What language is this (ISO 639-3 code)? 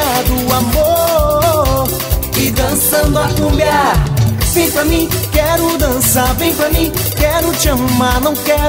por